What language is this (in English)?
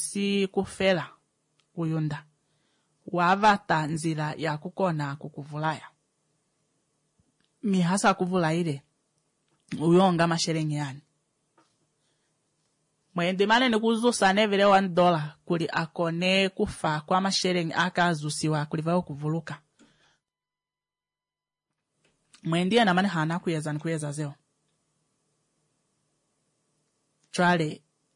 Swahili